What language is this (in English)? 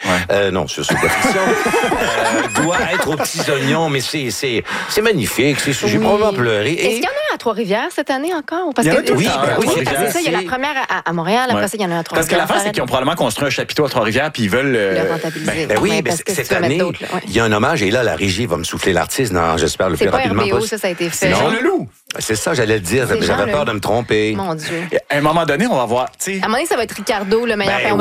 French